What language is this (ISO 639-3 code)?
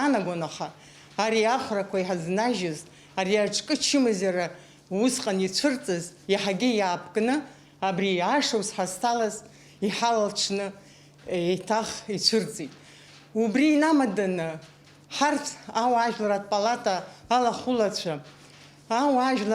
abk